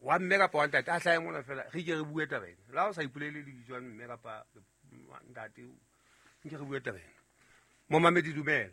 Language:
Southern Sotho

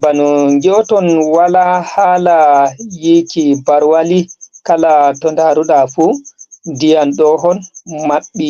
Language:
Fula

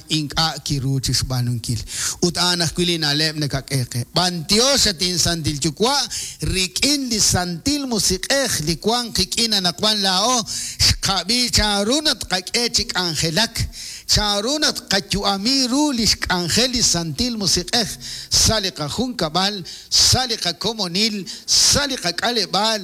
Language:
Kekchí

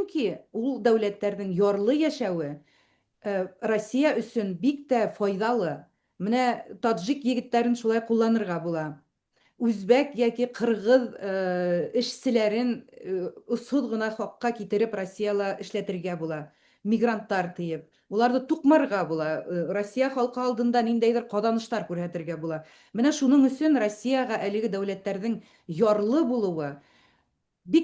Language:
Bashkir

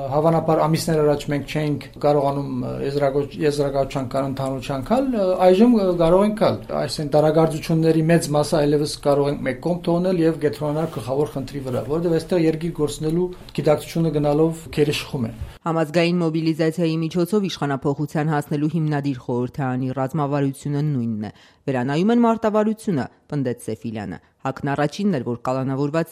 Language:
Armenian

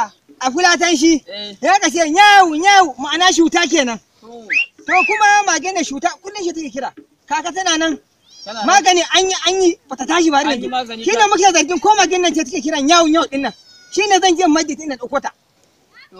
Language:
Hausa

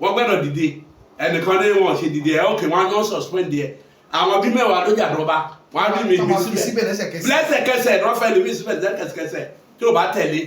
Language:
Yoruba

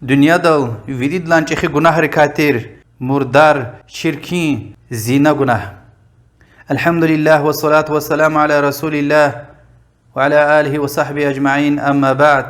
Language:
Lezghian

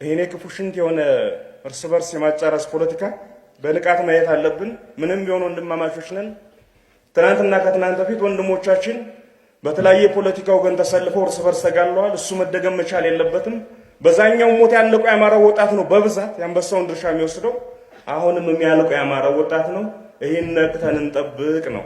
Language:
Amharic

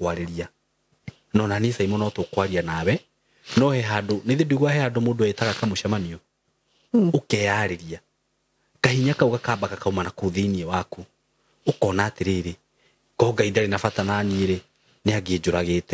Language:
Kikuyu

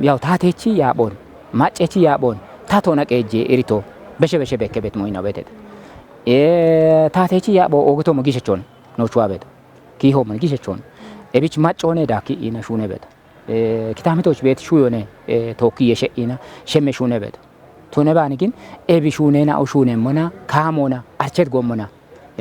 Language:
Kafa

